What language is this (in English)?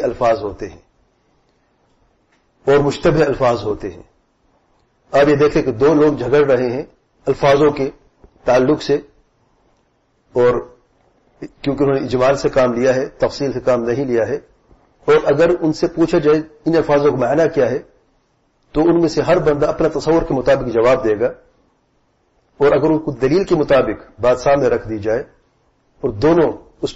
Urdu